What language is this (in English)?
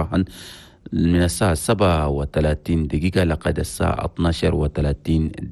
Chadian Arabic